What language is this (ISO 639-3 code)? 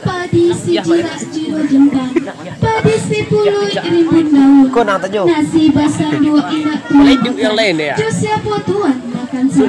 min